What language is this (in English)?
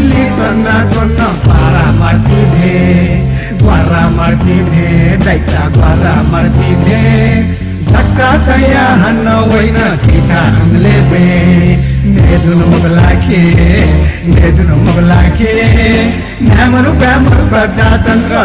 Newari